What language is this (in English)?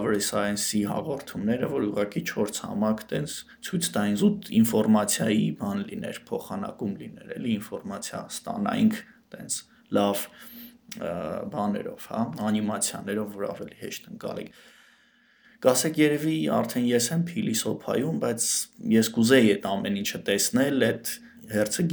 Armenian